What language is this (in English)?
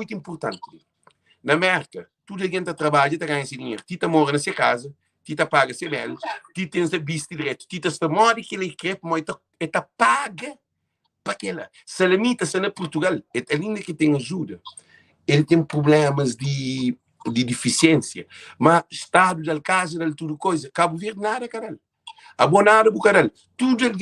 Kabuverdianu